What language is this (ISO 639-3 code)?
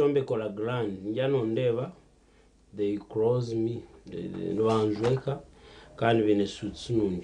nyn